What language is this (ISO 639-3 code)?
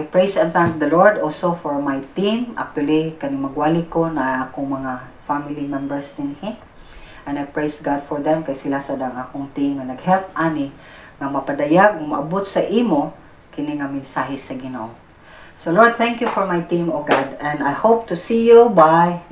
ceb